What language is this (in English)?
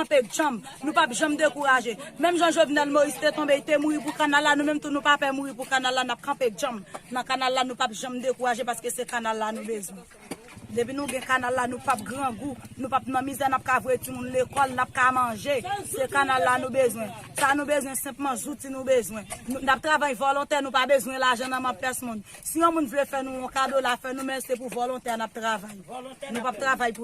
Haitian Creole